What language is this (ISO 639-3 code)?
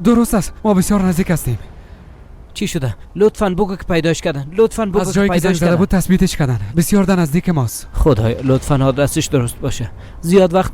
fas